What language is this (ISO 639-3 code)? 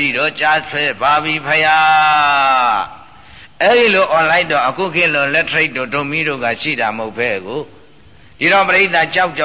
mya